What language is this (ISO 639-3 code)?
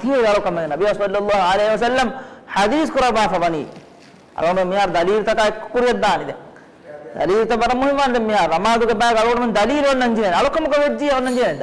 div